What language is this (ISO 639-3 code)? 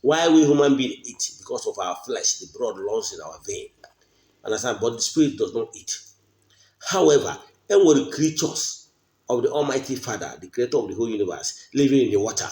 ibo